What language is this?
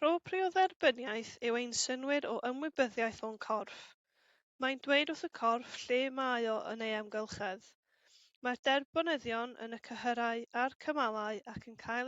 Welsh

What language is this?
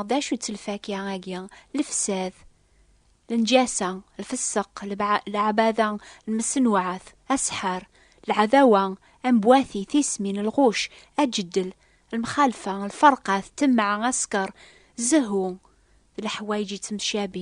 Kabyle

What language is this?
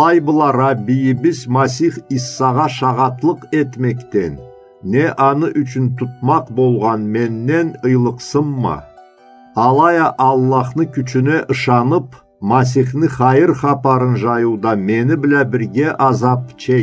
Karachay-Balkar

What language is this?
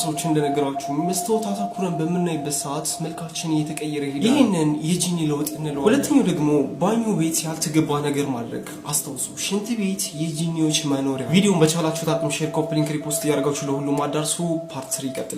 Amharic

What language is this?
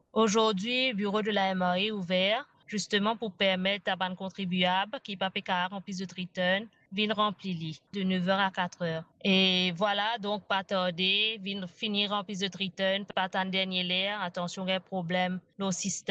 Morisyen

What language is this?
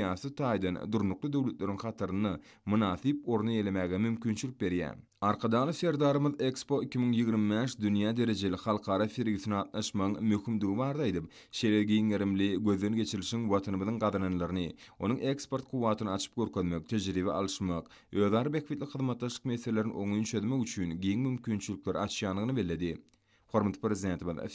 Turkmen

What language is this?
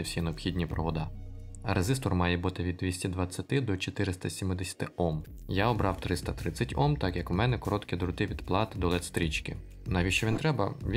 Ukrainian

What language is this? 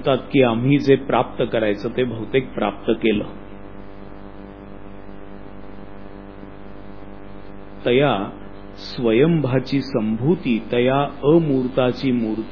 Marathi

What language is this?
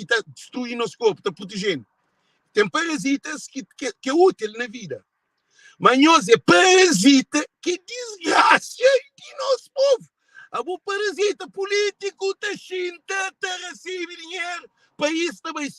Kabuverdianu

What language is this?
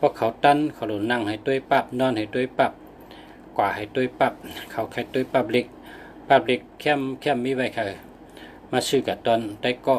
Shan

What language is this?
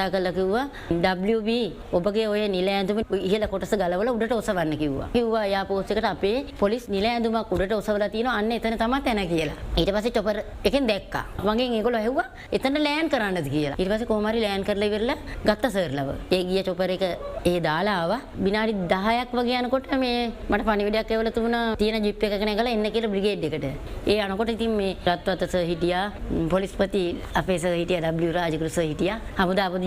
Sinhala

